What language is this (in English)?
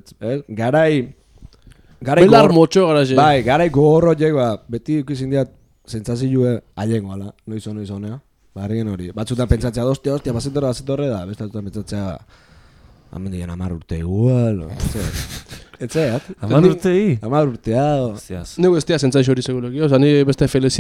Basque